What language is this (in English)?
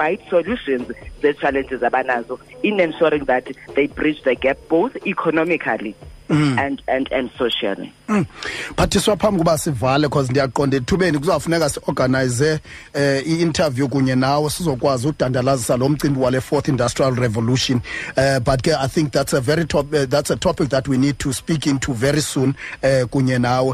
Xhosa